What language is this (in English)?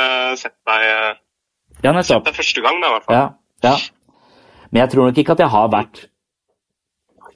Norwegian